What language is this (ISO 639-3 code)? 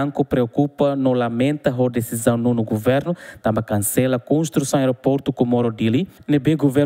tet